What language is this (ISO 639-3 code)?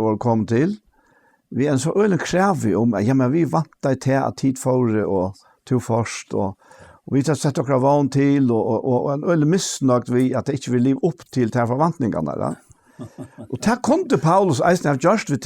fao